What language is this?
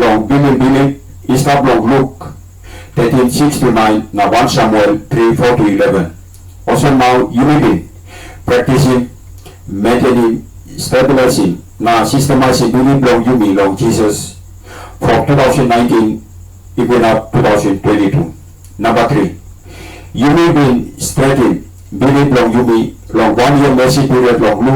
Tok Pisin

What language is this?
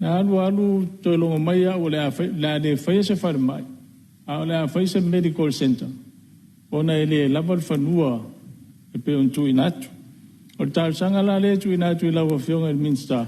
Samoan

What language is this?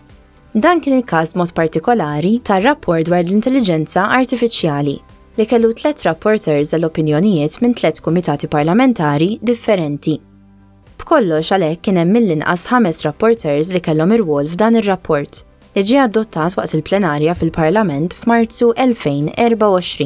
Maltese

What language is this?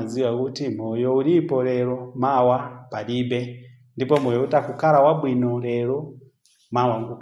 Nyanja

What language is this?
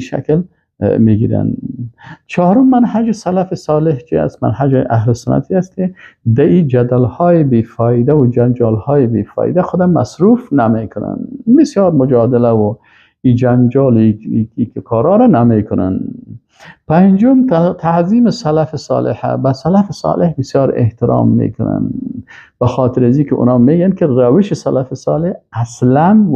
Persian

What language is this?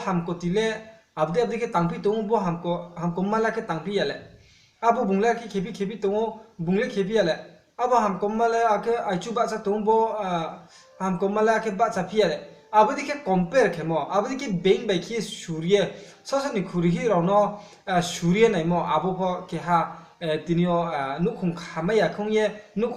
Riang (India)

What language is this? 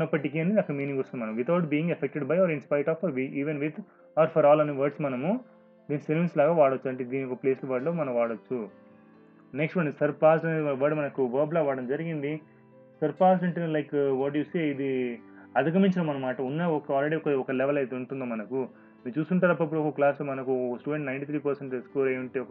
Telugu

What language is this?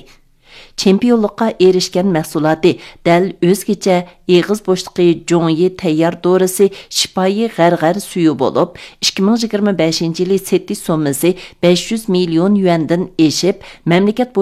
Uyghur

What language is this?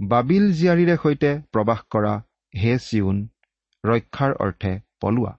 Assamese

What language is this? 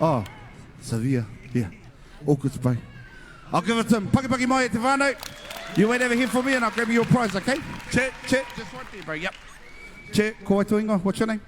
Māori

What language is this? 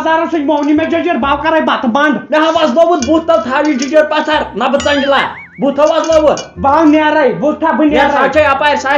Kashmiri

